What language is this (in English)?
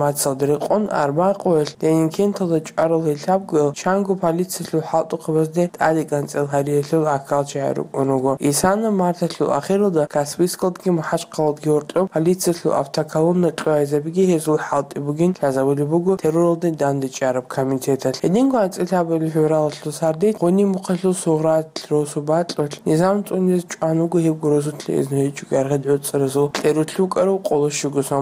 Avaric